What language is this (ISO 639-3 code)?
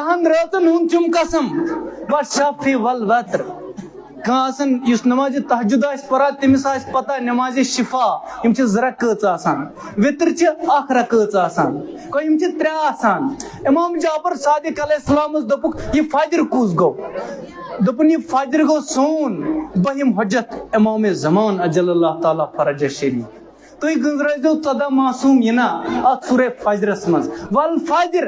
kas